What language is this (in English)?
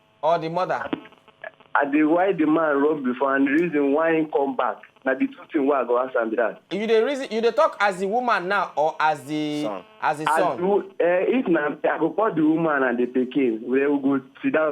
Nigerian Pidgin